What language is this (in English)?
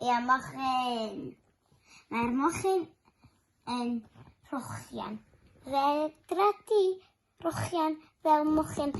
Welsh